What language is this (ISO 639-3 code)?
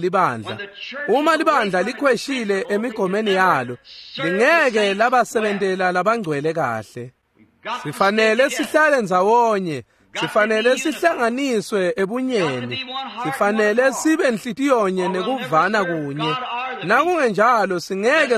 ssw